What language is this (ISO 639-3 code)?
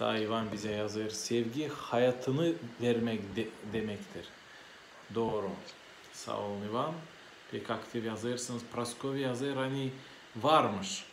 gag